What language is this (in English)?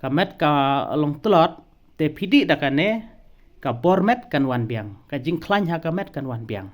Khasi